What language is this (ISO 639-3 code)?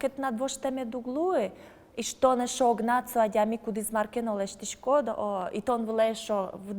udm